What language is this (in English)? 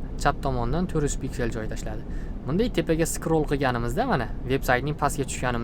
Uzbek